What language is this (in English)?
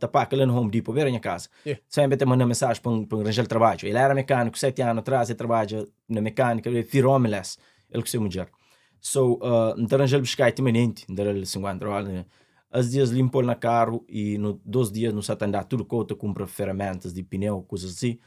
Kabuverdianu